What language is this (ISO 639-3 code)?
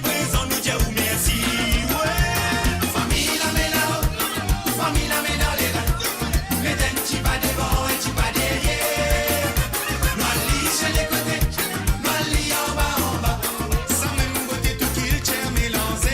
mfe